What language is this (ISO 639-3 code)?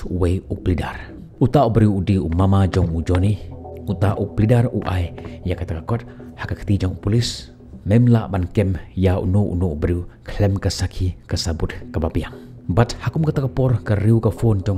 kha